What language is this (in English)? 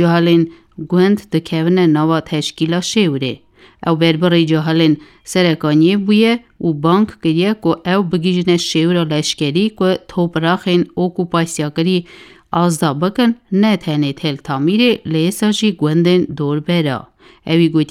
Kurdish